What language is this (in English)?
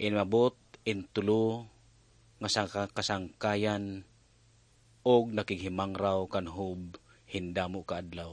Waray